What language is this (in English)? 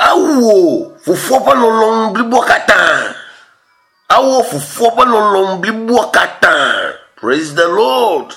Ewe